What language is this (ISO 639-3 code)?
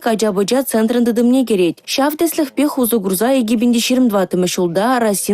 chv